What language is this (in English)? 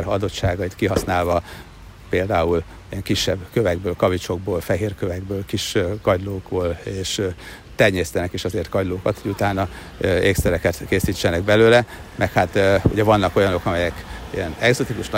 Hungarian